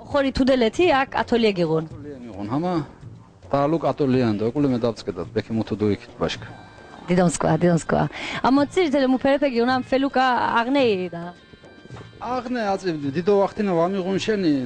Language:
Laz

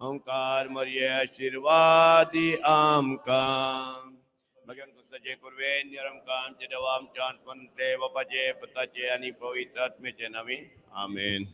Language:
Konkani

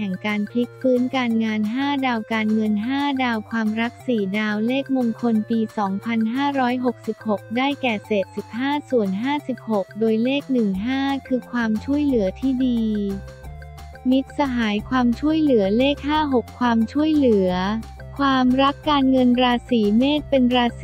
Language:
Thai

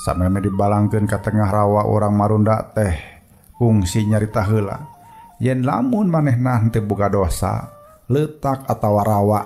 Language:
Sundanese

